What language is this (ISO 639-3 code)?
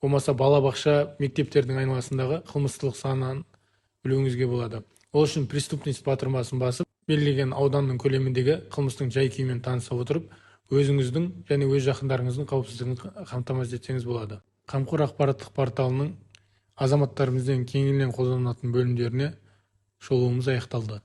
kaz